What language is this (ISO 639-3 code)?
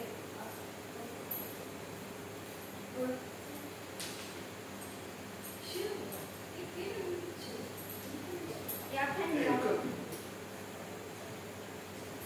eng